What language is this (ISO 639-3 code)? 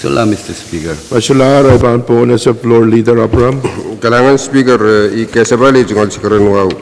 pon